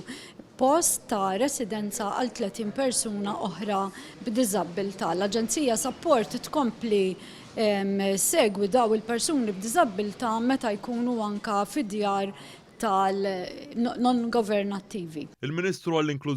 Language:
Maltese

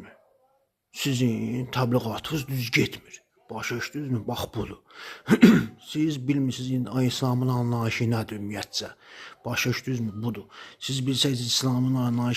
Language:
Azerbaijani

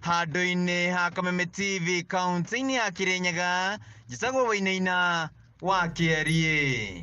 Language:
Kikuyu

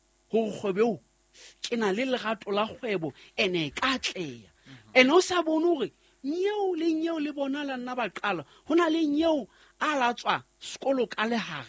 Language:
Southern Sotho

